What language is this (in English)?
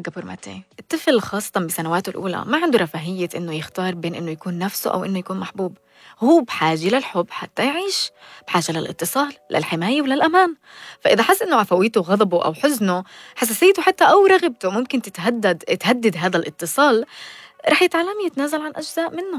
North Levantine Arabic